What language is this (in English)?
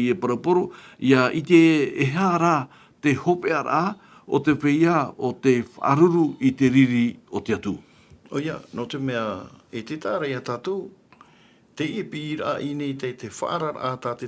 Tahitian